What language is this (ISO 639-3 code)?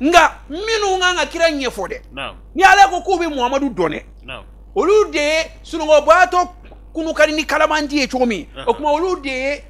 bam